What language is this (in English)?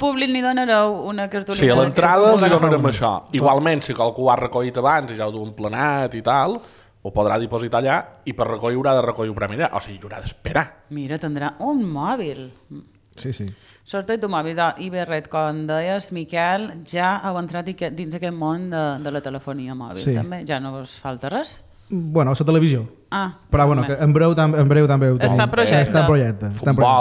Catalan